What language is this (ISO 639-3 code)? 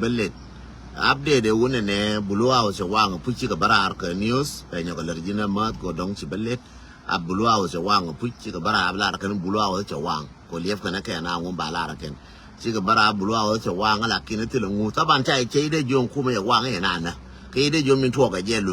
nus